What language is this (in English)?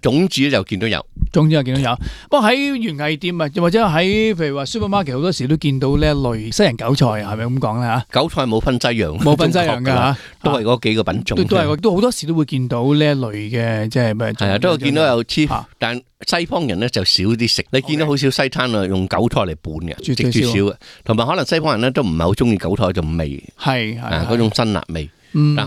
Cantonese